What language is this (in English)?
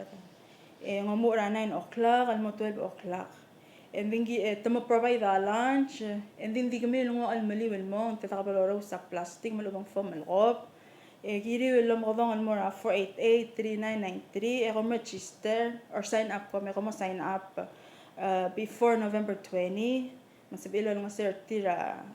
Palauan